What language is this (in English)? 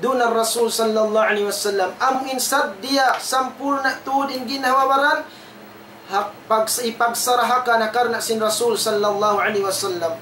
Tausug